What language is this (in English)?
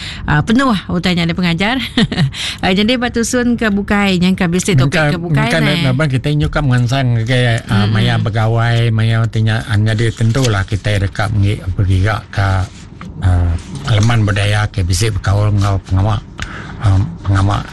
Iban